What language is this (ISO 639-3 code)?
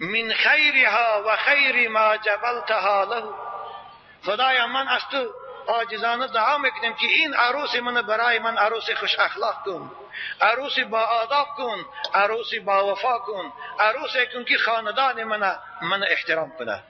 tgk